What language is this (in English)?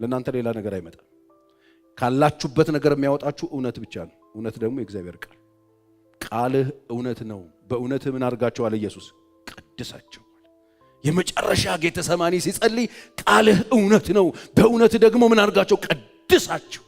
Amharic